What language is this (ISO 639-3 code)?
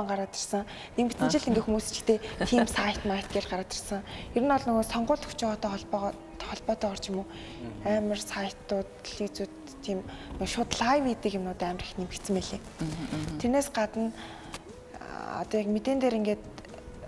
mon